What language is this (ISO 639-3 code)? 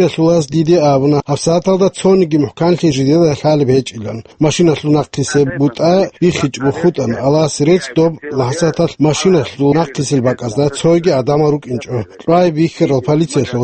ava